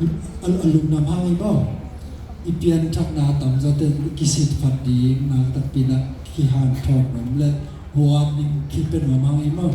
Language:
Tedim Chin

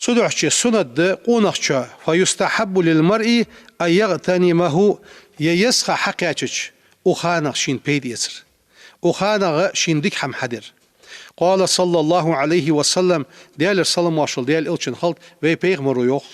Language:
Ingush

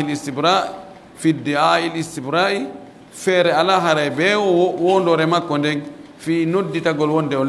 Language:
Pular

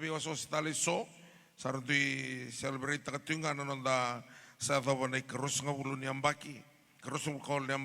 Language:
Fijian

